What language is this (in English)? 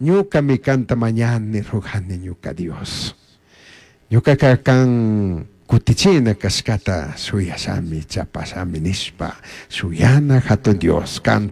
Chimborazo Highland Quichua